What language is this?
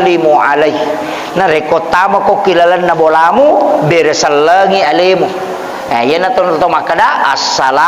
Buginese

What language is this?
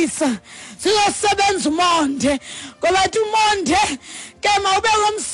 Xhosa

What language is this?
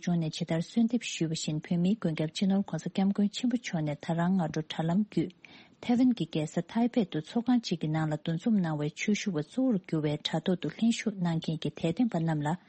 Tibetan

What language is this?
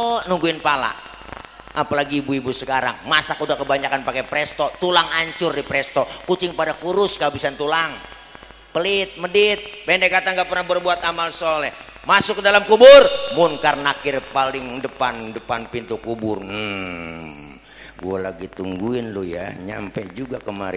Betawi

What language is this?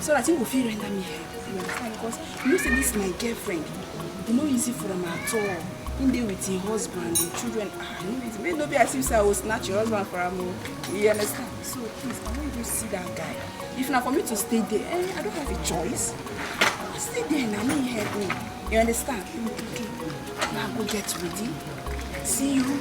Nigerian Pidgin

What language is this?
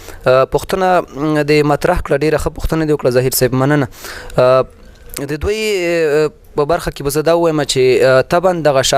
Pashto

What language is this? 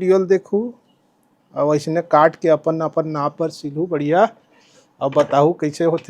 Chhattisgarhi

